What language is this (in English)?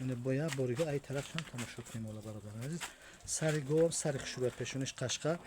Tajik